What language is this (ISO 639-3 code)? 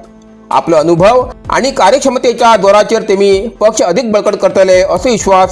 kok